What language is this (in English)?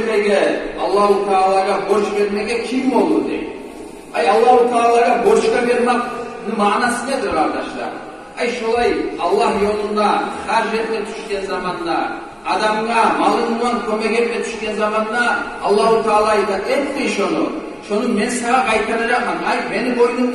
Kumyk